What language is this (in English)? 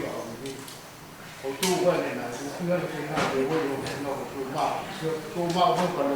Tongan